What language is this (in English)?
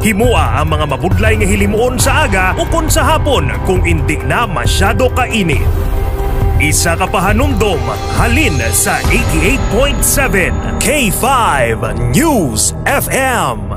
Hiligaynon